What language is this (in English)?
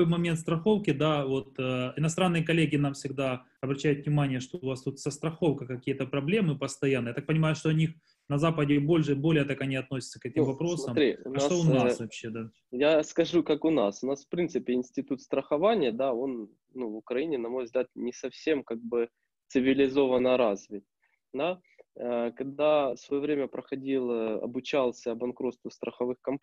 Russian